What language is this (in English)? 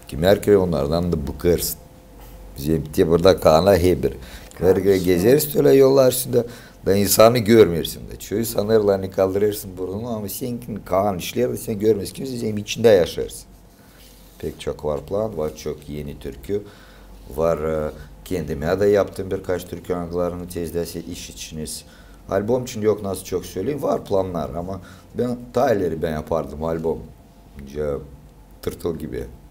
Gagauz